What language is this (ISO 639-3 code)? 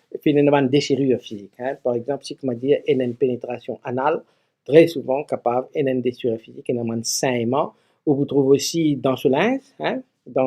mfe